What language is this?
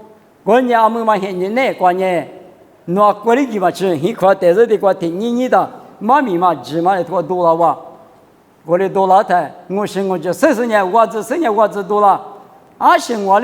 Lisu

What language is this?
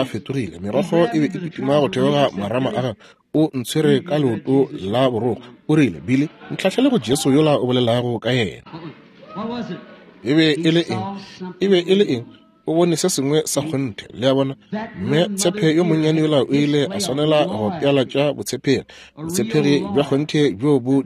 Northern Sotho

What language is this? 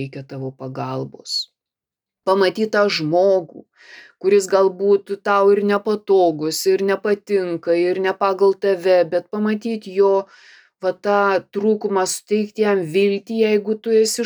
Lithuanian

